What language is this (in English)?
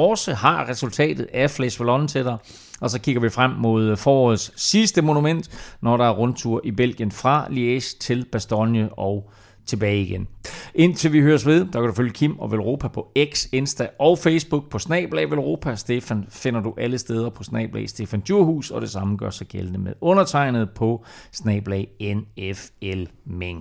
Danish